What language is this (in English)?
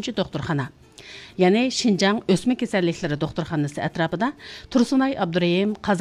Uyghur